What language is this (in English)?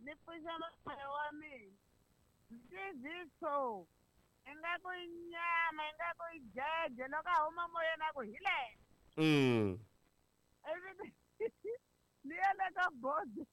Tsonga